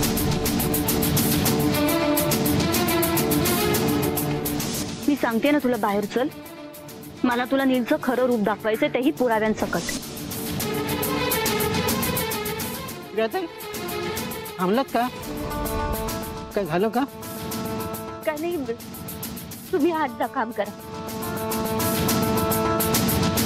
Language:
Marathi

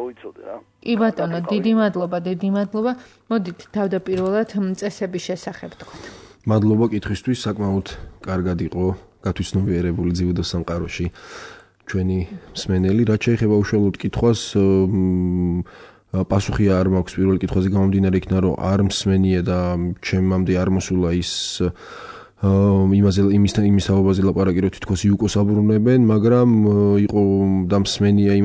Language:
Georgian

